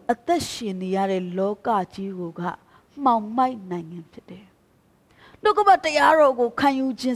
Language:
Burmese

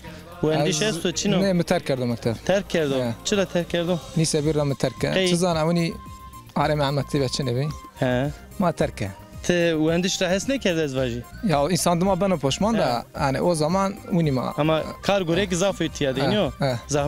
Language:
Zaza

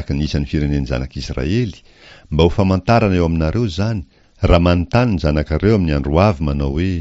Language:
Malagasy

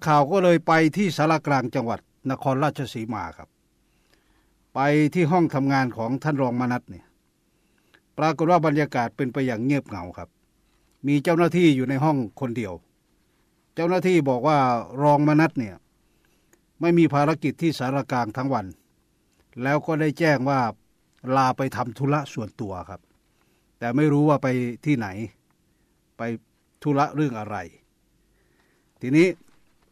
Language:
Thai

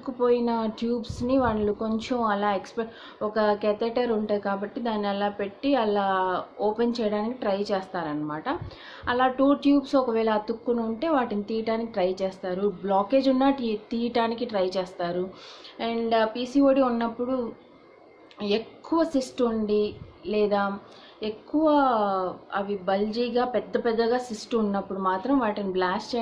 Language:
Telugu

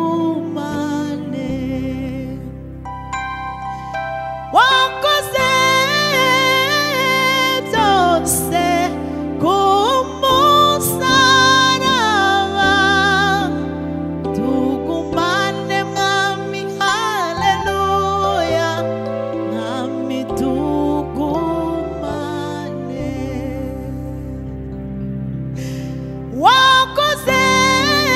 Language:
Kinyarwanda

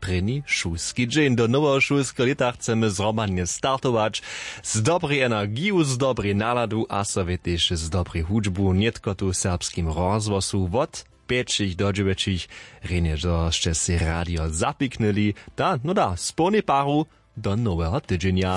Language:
Upper Sorbian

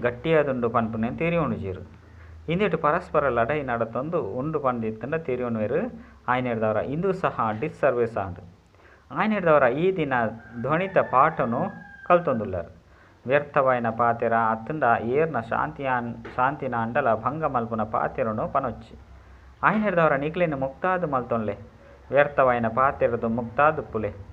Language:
Tulu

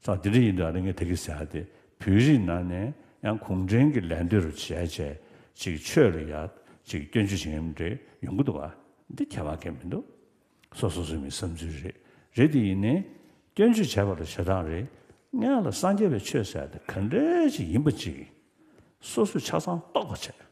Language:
Tibetan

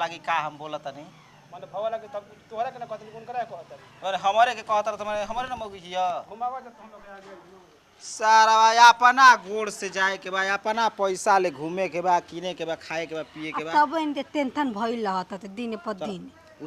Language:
Bhojpuri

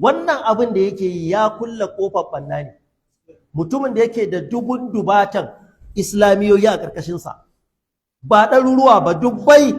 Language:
Hausa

